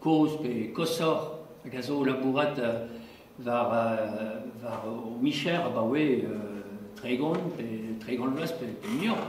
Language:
Breton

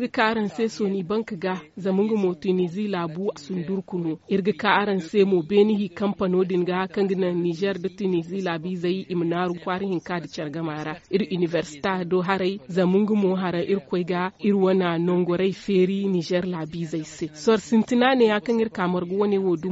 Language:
Zarma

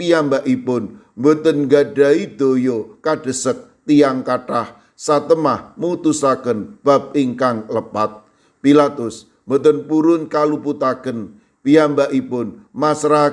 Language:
Javanese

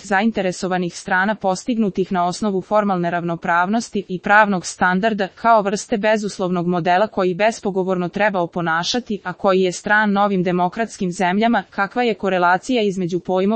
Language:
Serbian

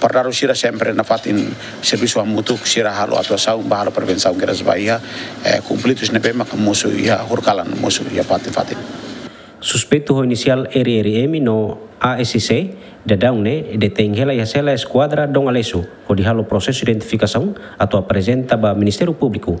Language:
Tetum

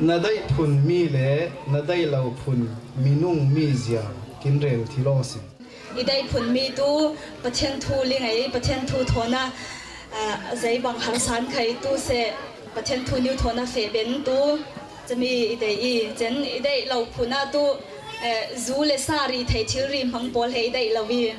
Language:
Falam Chin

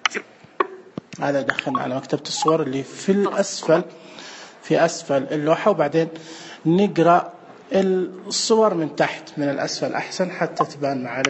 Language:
Najdi Arabic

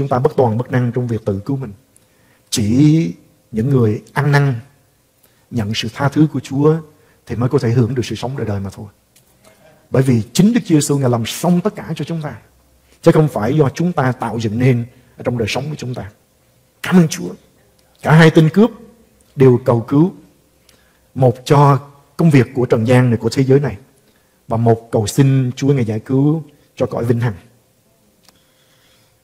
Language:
Vietnamese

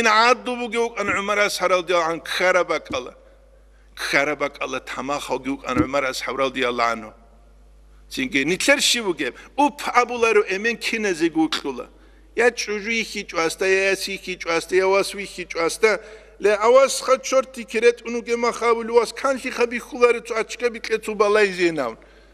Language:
Avaric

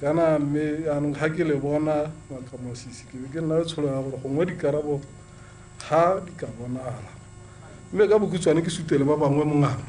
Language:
Tswana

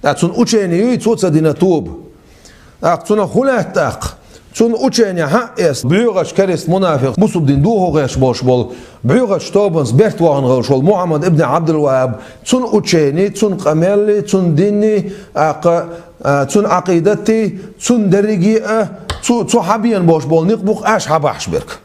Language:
Chechen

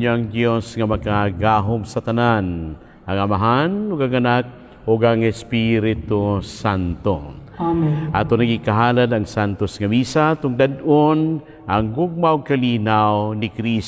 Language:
Cebuano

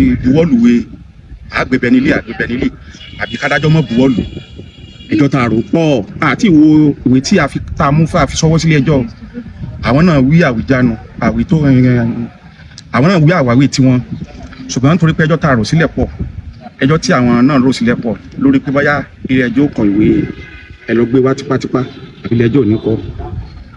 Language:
Yoruba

